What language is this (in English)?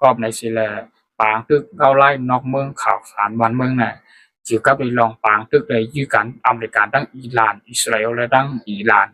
Shan